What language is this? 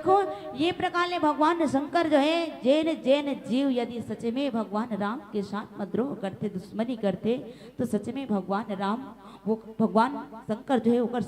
Chhattisgarhi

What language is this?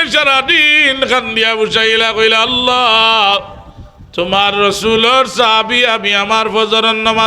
Sylheti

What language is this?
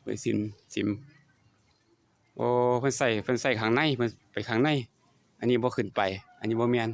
Lao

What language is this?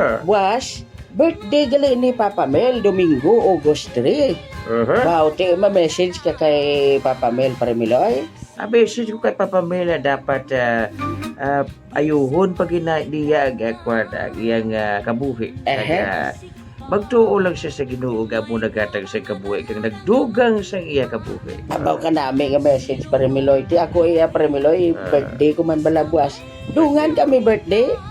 Hiligaynon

